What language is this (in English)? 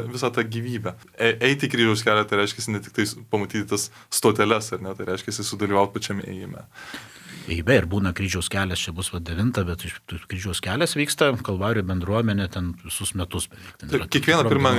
Lithuanian